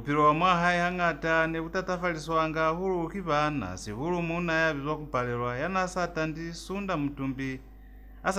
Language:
Lozi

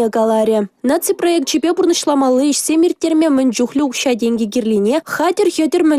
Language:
Chuvash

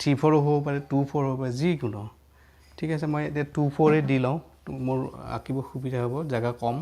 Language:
Assamese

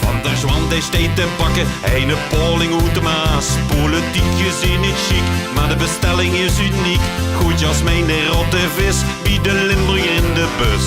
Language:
Limburgish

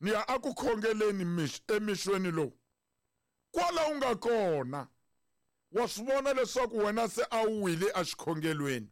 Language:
Tsonga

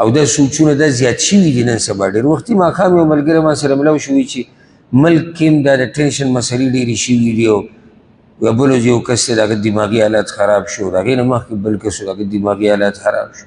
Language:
Pashto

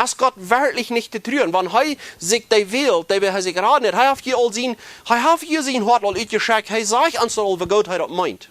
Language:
Plautdietsch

